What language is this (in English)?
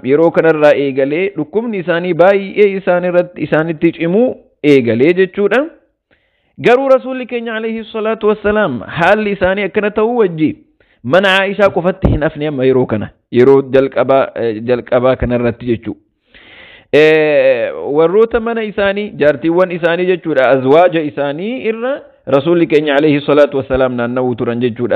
Oromo